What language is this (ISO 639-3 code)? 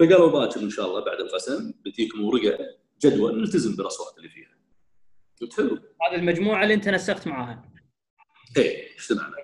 afb